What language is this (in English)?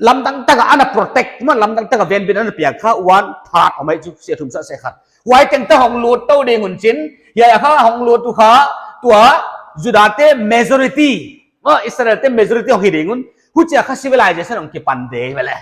Paite Chin